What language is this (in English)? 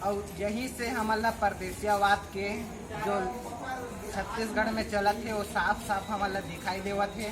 Chhattisgarhi